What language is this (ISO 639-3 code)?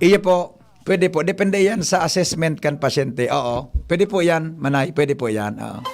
bik